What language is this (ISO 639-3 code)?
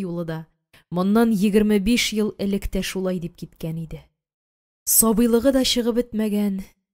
tat